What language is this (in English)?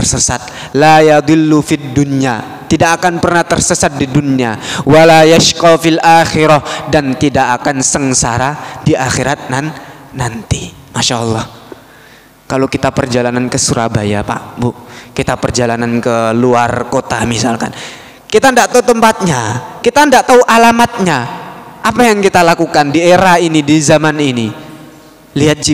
Indonesian